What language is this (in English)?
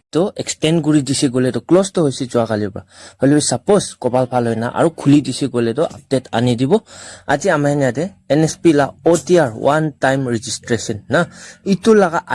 Naga Pidgin